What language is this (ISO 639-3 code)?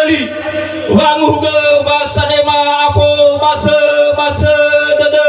nia